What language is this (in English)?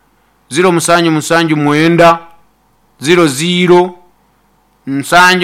Nyankole